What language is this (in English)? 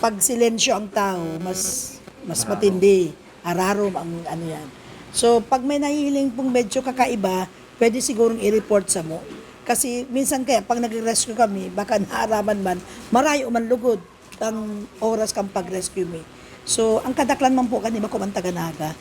Bikol